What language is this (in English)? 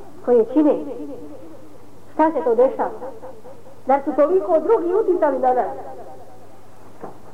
Bosnian